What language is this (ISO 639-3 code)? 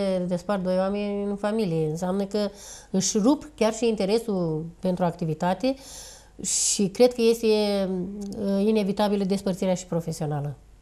ron